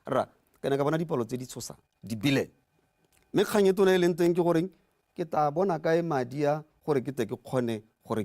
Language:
Tswana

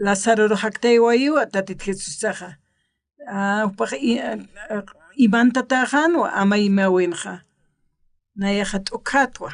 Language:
Aymara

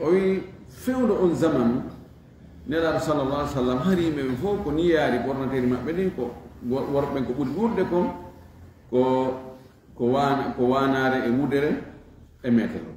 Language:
Fula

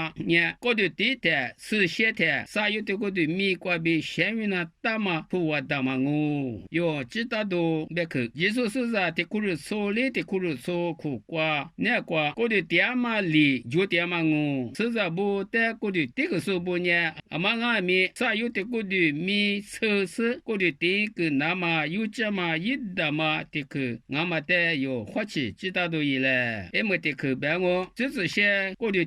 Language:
Lisu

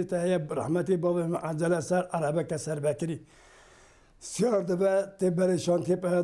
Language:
Kurdish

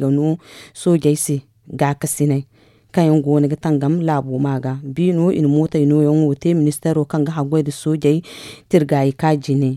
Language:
Zarma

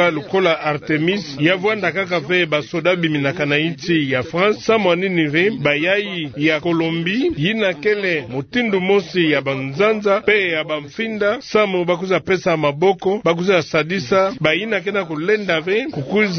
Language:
Kituba (Democratic Republic of Congo)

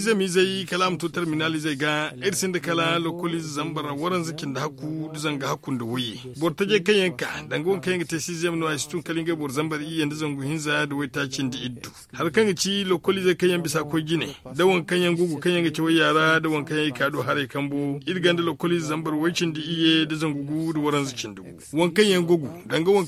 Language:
Zarma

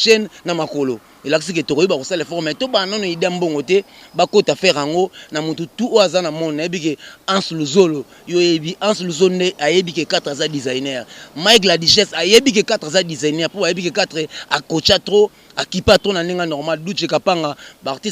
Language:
Lingala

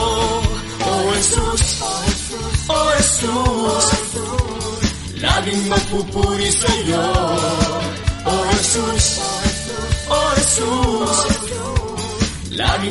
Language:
Filipino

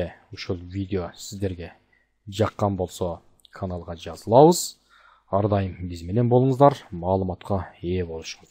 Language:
Kyrgyz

